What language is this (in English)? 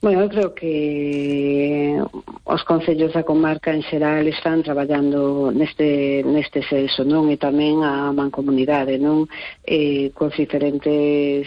Galician